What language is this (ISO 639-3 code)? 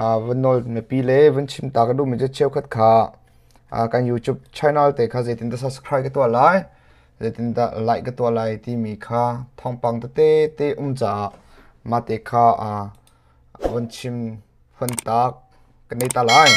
cnh